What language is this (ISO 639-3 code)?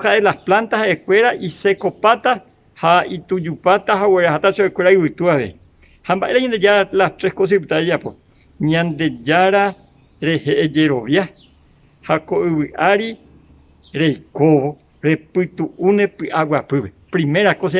grn